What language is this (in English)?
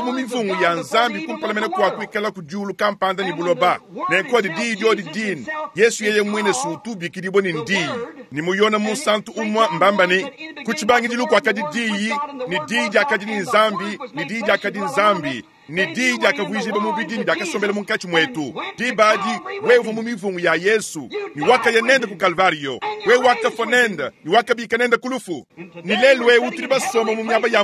Luba-Lulua